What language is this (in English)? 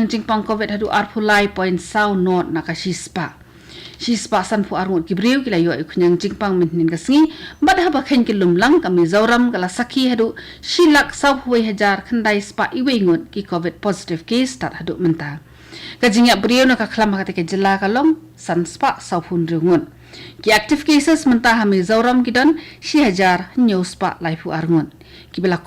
Khasi